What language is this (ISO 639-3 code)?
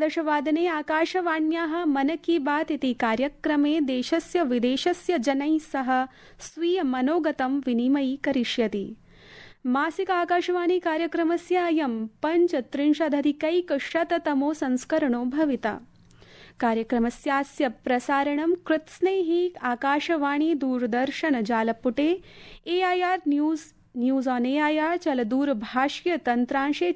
san